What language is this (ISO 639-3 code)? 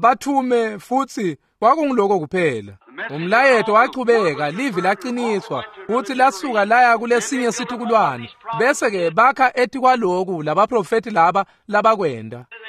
ssw